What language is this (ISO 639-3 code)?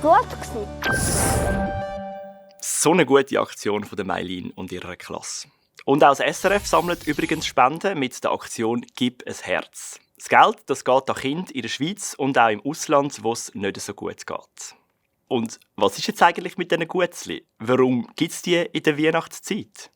gsw